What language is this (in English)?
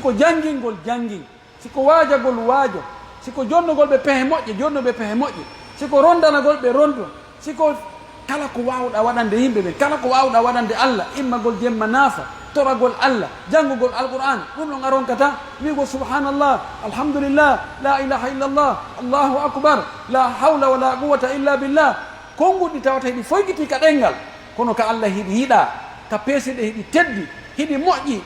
Pular